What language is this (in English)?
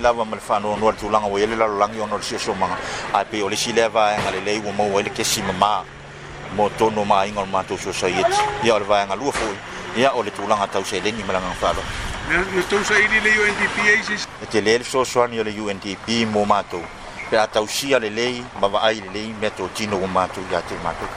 Samoan